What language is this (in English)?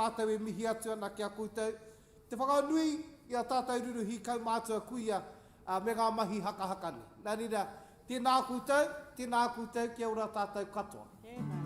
Māori